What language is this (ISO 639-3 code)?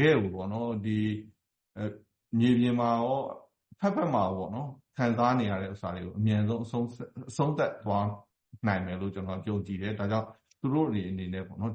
mya